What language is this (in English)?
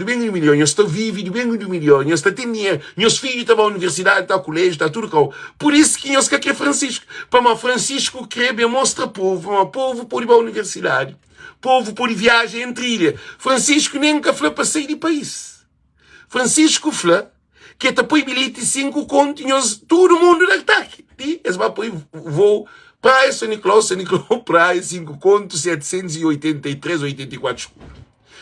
Kabuverdianu